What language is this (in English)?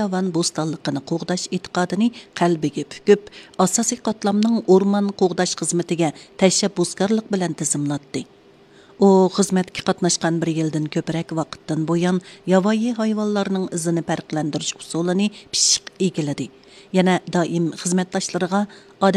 Uyghur